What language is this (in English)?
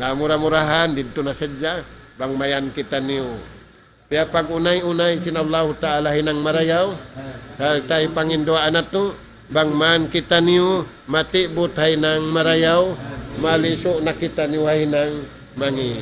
Tausug